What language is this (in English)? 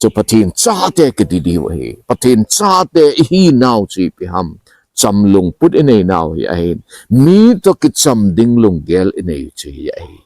Thado Chin